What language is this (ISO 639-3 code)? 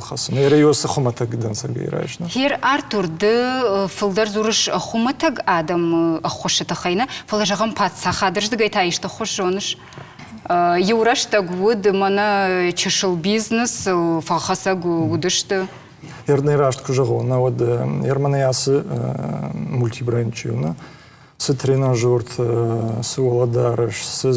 oss